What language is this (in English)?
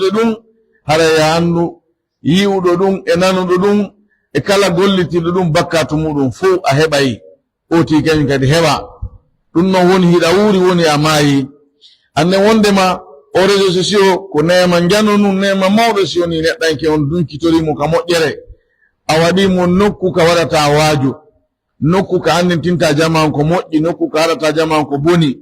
Pular